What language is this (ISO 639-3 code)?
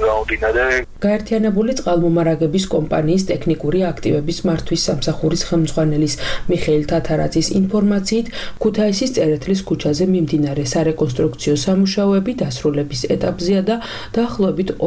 kat